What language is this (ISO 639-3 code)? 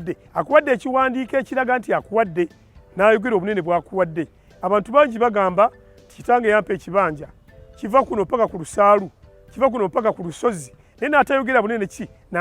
lug